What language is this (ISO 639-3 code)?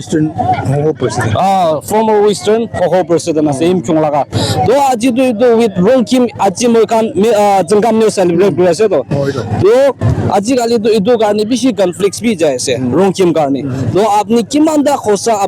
nag